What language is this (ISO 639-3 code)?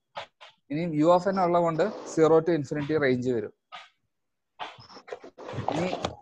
mal